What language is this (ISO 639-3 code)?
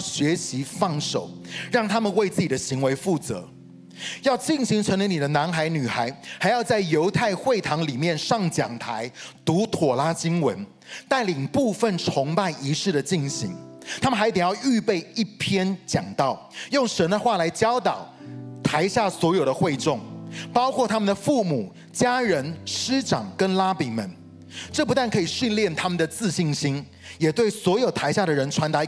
zho